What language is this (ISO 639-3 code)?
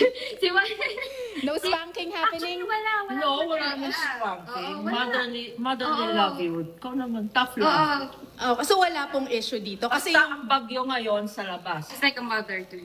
fil